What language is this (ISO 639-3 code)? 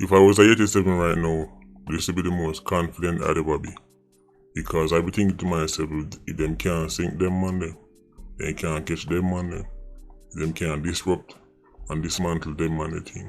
jam